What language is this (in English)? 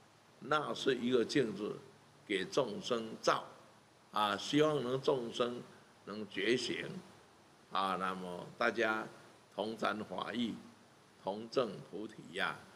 Chinese